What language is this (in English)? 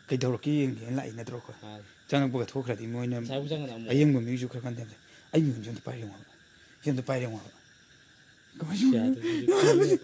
Manipuri